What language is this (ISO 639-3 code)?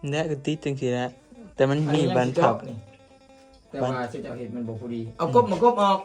tts